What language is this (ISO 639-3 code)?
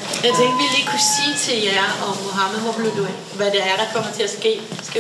dan